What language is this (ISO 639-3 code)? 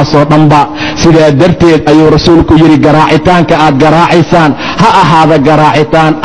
som